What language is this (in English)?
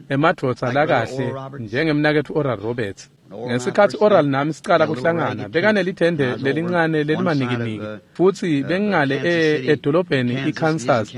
Swati